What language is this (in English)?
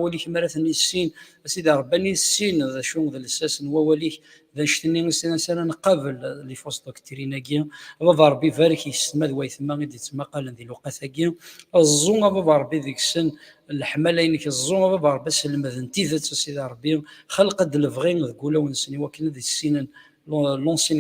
Kabyle